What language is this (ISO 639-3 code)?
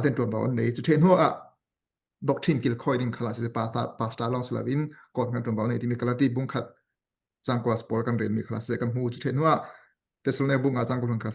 cfm